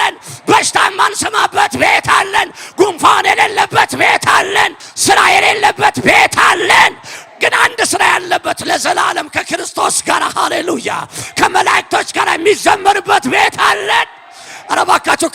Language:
Amharic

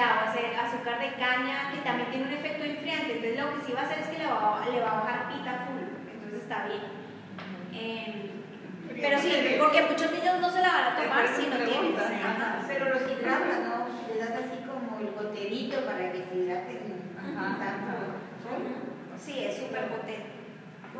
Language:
Spanish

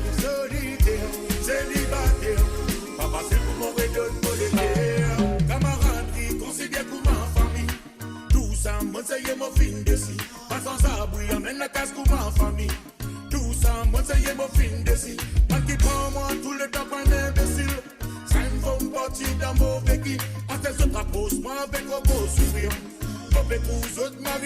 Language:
Morisyen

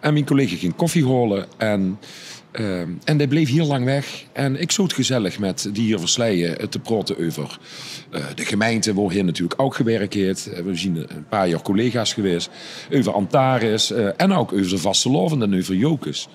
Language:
Limburgish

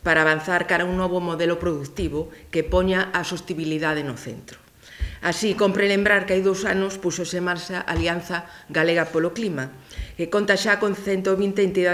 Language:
Galician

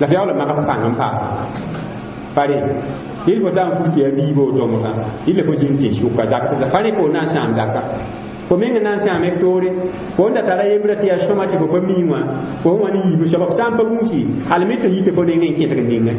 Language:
Mossi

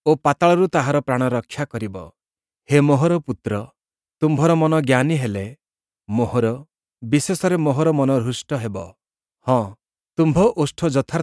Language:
Odia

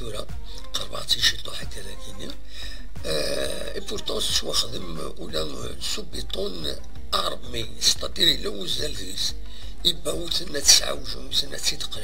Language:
Kabyle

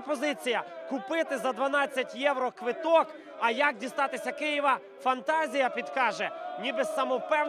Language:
Ukrainian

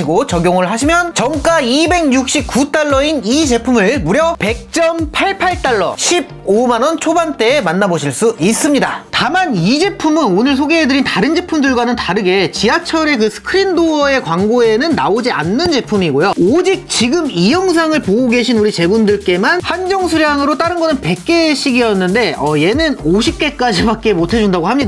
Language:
Korean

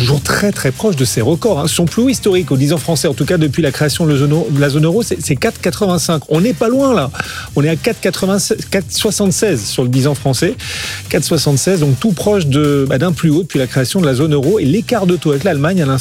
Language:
French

